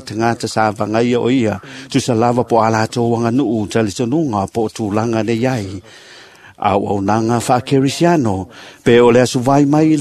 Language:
Samoan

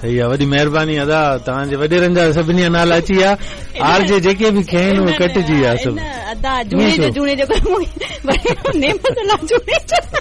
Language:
Sindhi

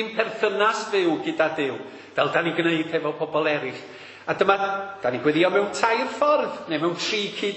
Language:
Welsh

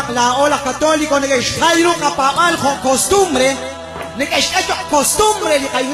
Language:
Kekchí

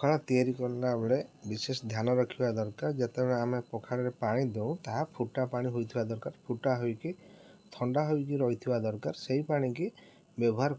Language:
Odia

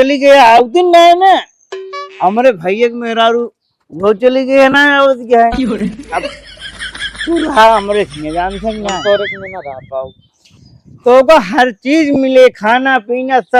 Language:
Awadhi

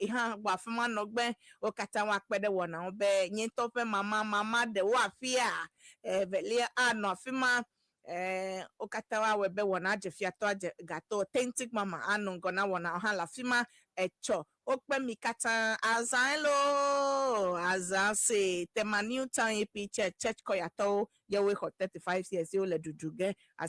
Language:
Ewe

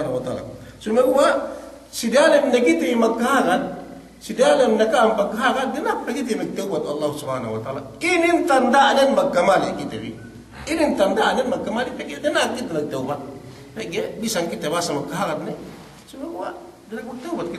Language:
Yakan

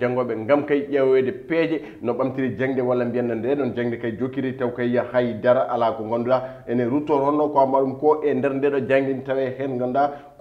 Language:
Fula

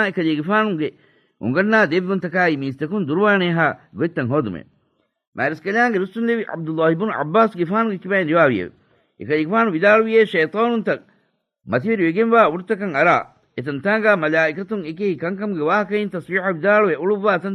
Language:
Divehi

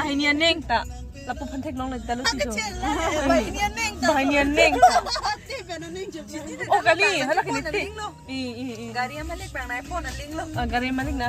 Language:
Karbi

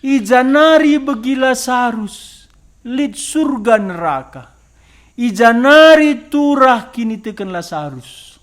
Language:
Batak Karo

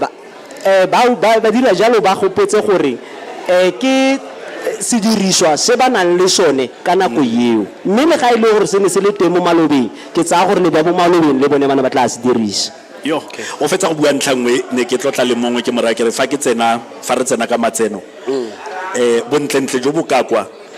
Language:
Tswana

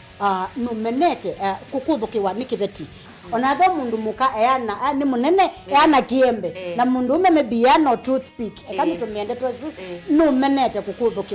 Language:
Kamba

